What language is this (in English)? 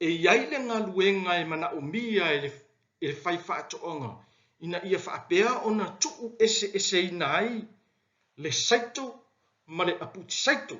Samoan